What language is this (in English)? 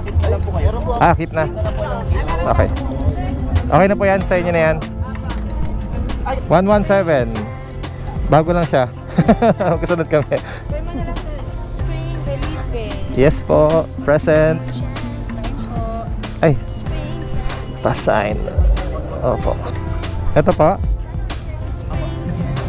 Filipino